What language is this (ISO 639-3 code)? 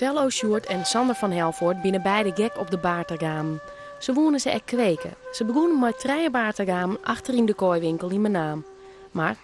fry